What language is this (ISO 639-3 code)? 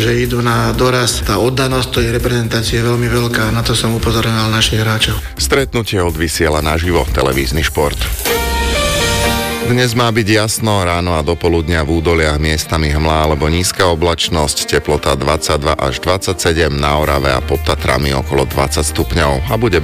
slk